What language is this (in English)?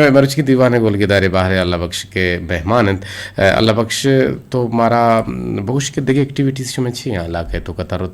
Eastern Balochi